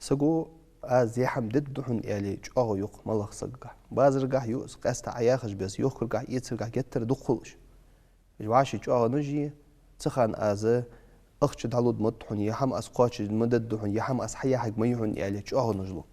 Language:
Ingush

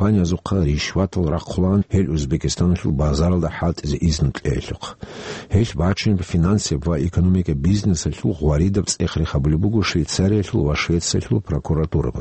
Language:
Avaric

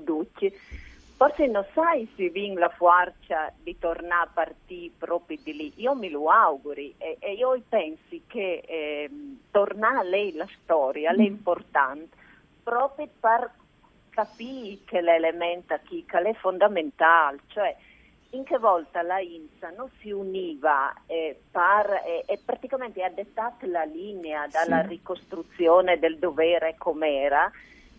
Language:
Friulian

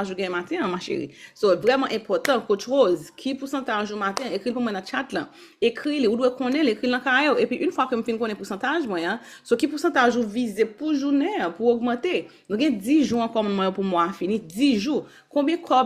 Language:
Haitian Creole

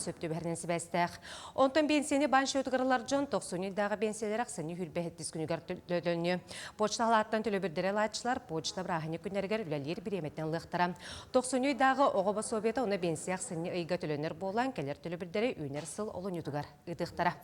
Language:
Yakut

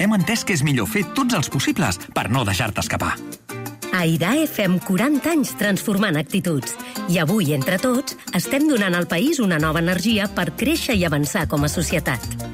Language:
Catalan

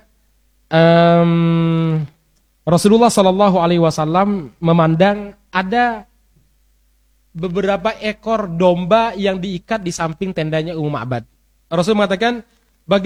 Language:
Indonesian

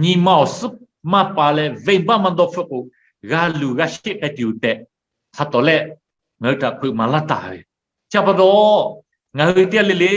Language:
Lahu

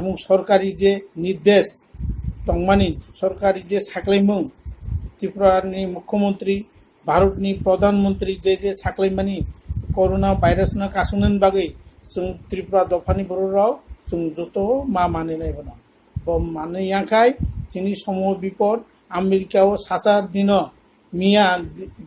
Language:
Kok Borok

